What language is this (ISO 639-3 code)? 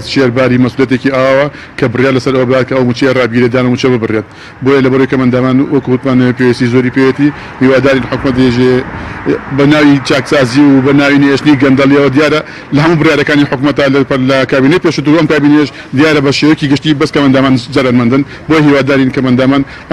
ckb